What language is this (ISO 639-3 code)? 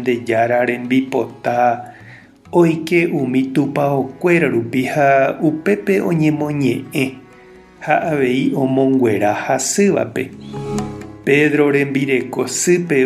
grn